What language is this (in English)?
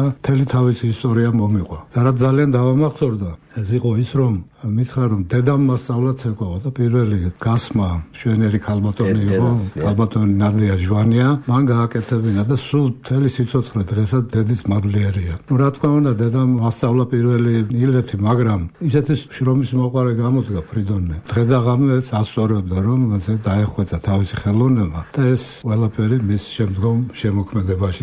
Georgian